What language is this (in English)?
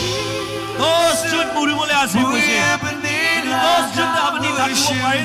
Naga Pidgin